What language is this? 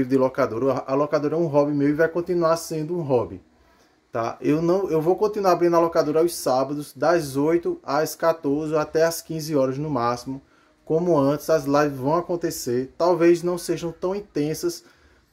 Portuguese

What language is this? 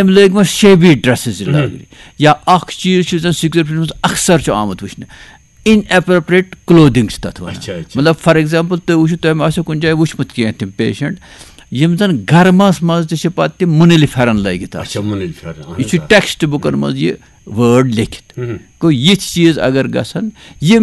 Kashmiri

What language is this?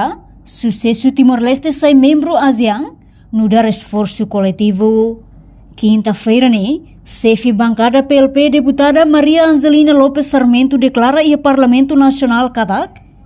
Tetum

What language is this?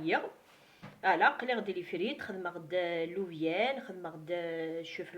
Kabyle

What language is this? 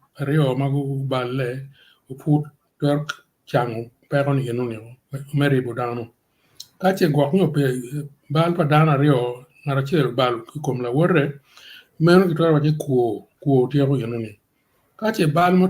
Acoli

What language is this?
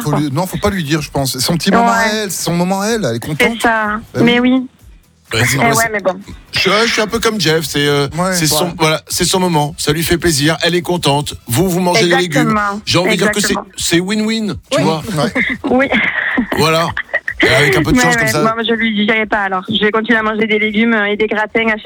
French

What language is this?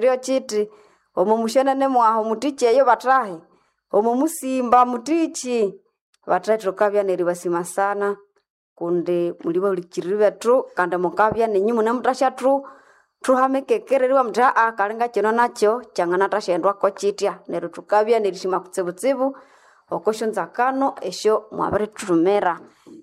Nande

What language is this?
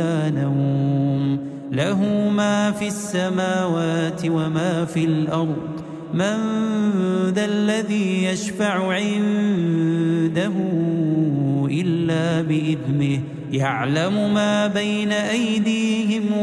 Arabic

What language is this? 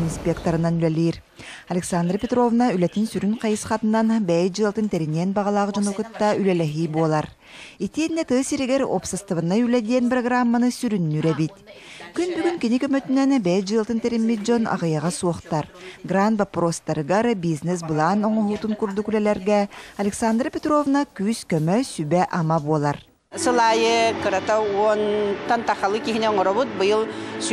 Yakut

